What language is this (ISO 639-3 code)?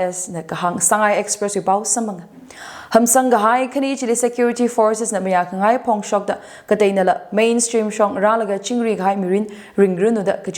nmf